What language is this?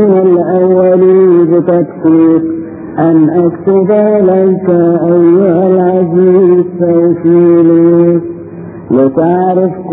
Arabic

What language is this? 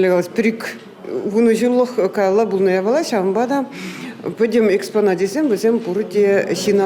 Chuvash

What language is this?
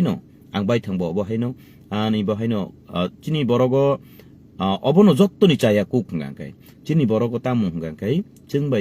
Kok Borok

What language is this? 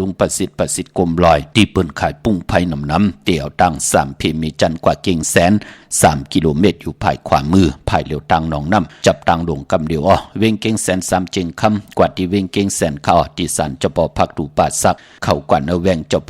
Shan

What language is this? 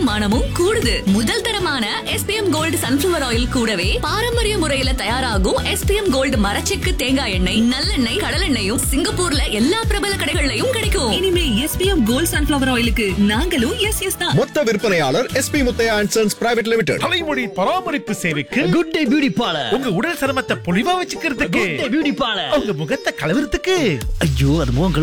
Tamil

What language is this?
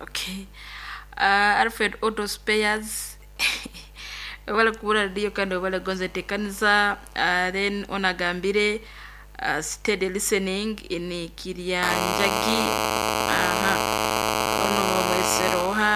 Nyoro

